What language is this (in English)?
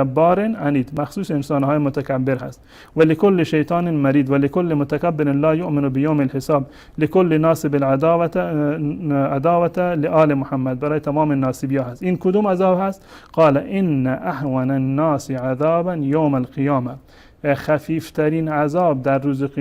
Persian